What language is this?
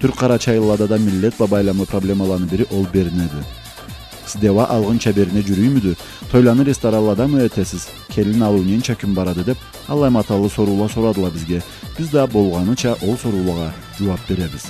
Karachay-Balkar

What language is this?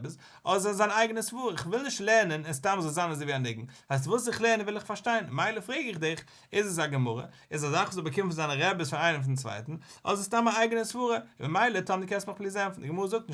Yiddish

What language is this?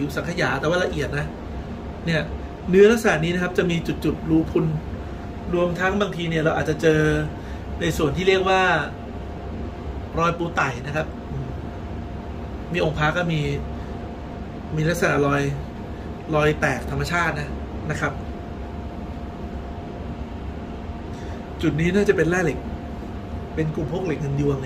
Thai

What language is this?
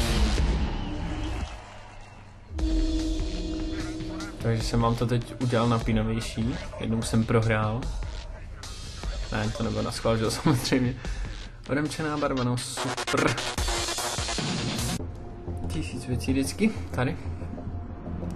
Czech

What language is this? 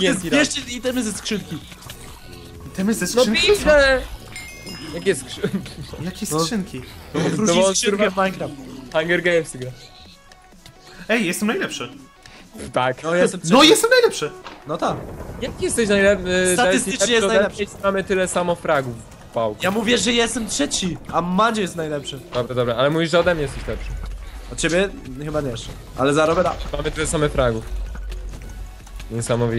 Polish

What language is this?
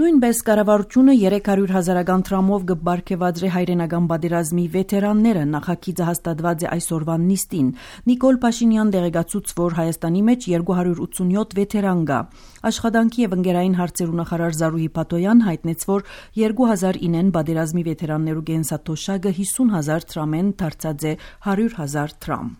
Armenian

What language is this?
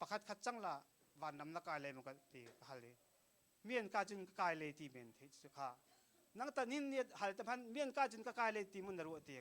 Hakha Chin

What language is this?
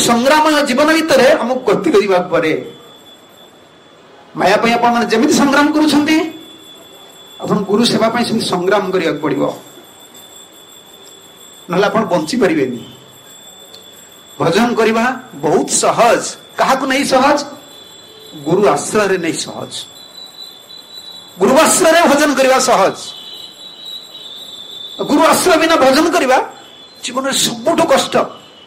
Odia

